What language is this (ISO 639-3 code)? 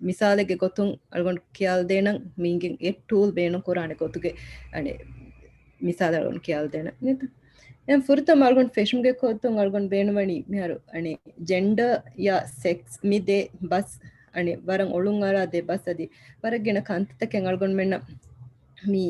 div